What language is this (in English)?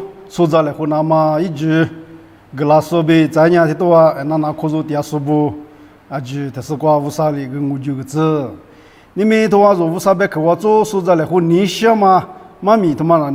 Lisu